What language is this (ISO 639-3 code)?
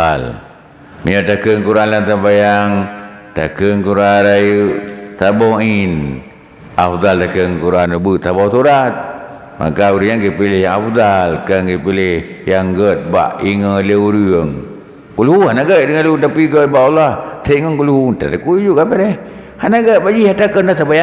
ace